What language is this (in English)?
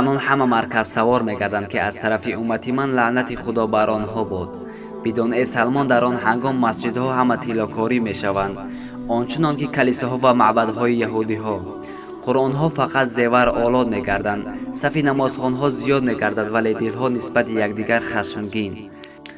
Tajik